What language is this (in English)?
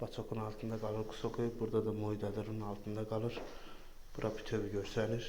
Azerbaijani